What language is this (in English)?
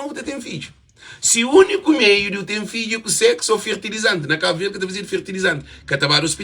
Kabuverdianu